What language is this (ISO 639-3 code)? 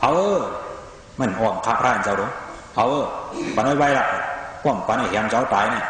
shn